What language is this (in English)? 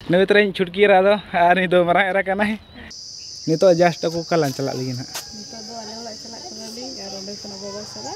Santali